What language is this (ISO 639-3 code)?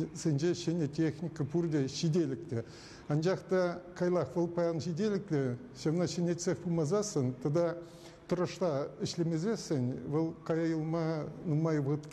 chv